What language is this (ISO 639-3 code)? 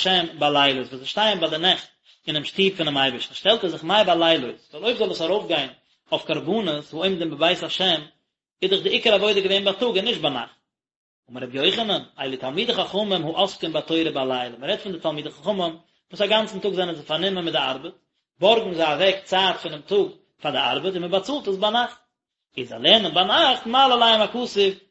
yid